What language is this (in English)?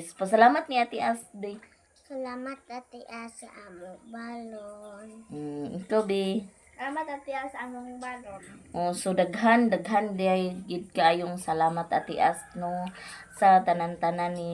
Cebuano